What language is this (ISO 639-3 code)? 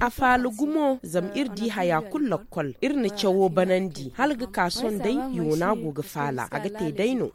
dje